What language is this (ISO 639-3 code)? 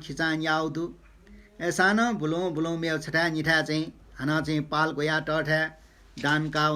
new